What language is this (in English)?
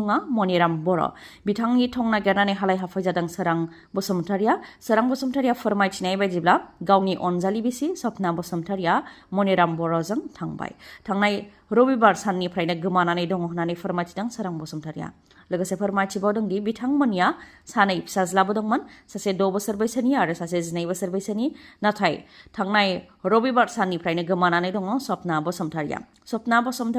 Bodo